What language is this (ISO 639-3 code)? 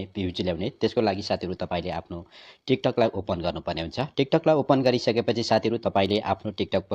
nep